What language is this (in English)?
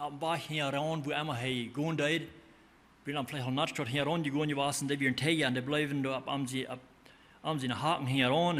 Plautdietsch